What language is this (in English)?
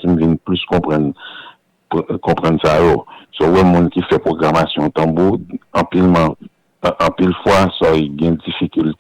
Haitian Creole